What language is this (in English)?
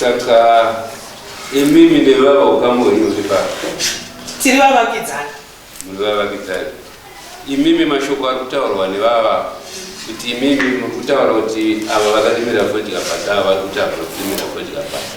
Shona